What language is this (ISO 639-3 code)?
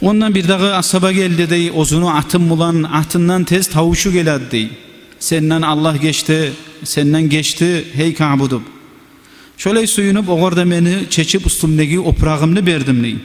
kum